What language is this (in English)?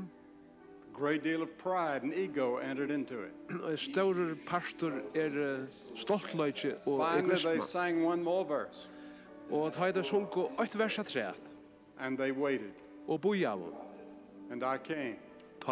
Faroese